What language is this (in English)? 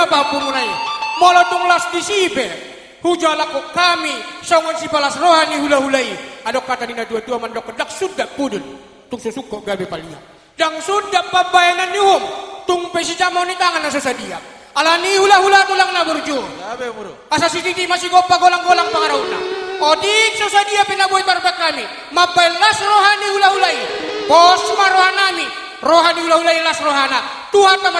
Batak Toba